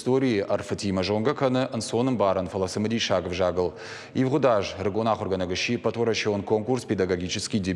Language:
Ossetic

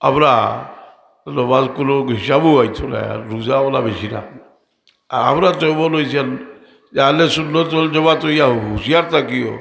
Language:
Sylheti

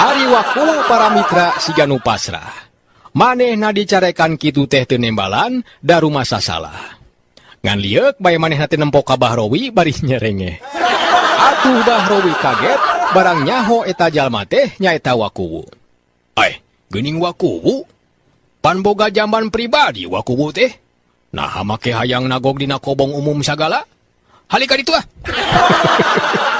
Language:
Sundanese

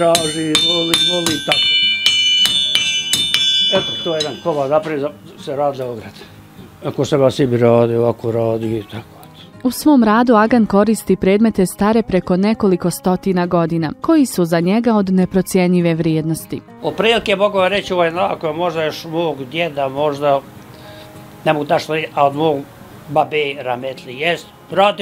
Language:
Bosnian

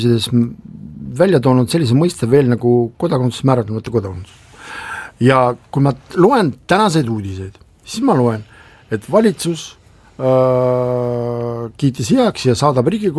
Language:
Estonian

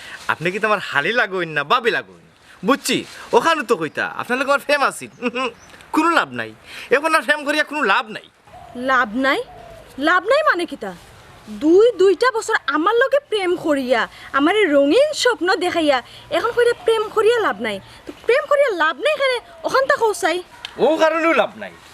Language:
Sylheti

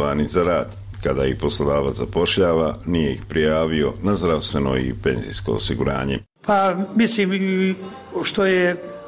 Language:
Bosnian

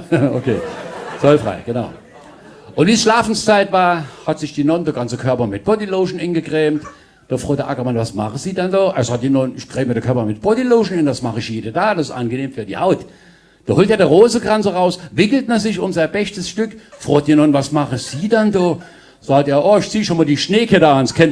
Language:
Palatine German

